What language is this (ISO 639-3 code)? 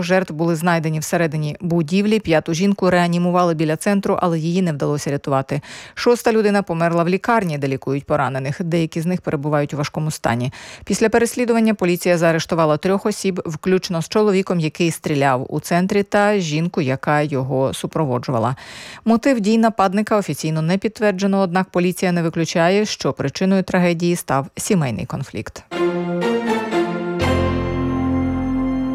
ukr